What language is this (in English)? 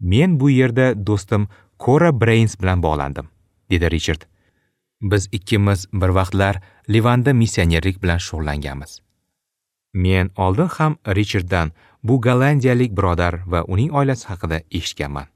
Uzbek